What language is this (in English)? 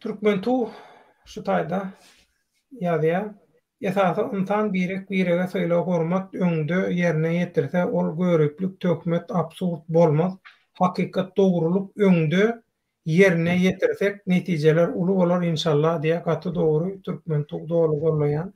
Turkmen